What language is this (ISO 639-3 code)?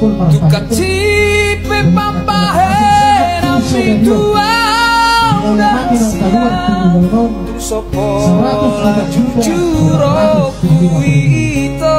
bbc